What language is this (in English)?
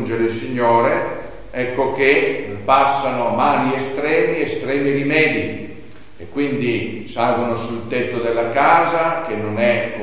Italian